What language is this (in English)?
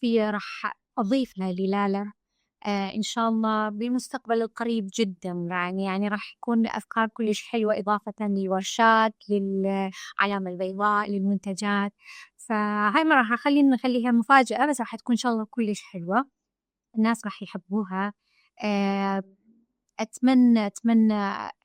Mesopotamian Arabic